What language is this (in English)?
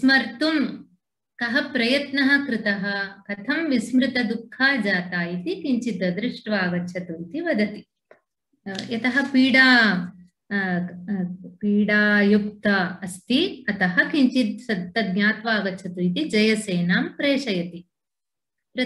Sanskrit